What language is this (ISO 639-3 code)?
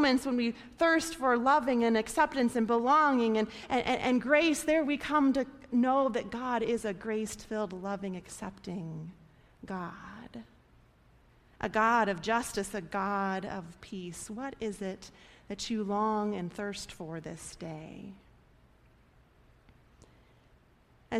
eng